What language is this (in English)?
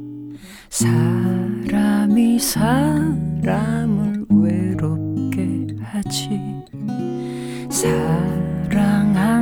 Korean